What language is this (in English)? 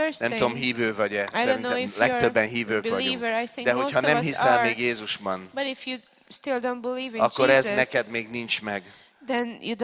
Hungarian